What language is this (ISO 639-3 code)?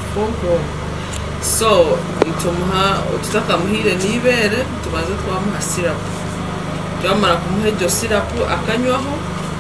nyn